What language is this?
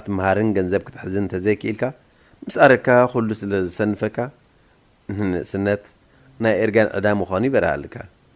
Tigrinya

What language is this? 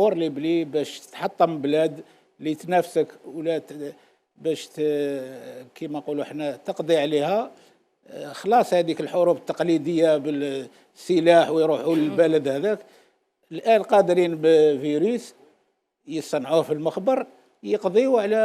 Algerian Arabic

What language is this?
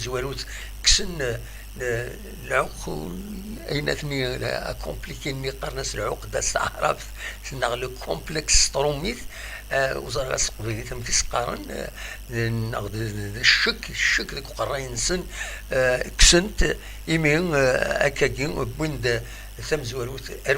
Kabyle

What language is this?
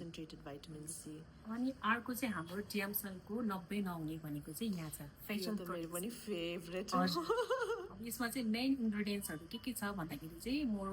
Nepali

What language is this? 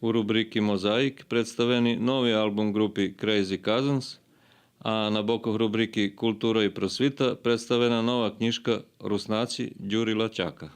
Rusyn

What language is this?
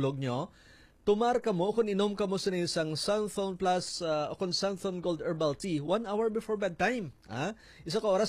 Hiligaynon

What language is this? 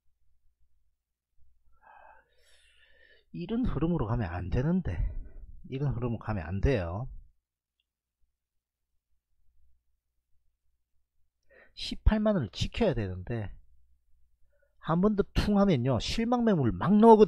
Korean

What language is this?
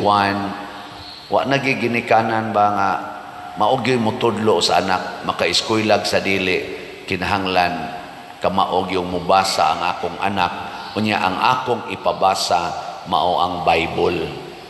Cebuano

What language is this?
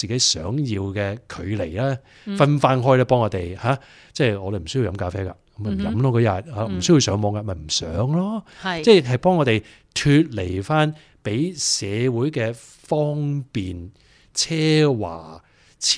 Cantonese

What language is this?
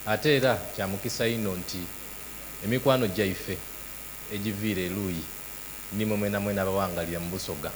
Soga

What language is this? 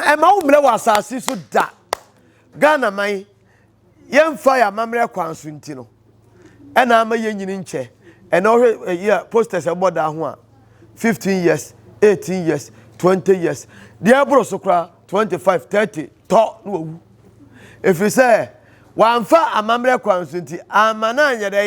Akan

